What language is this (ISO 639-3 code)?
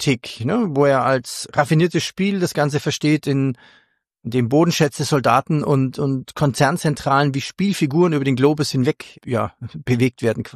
deu